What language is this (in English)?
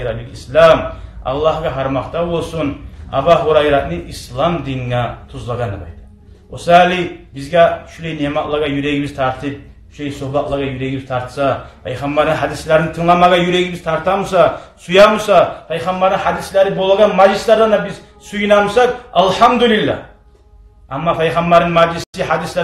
Kumyk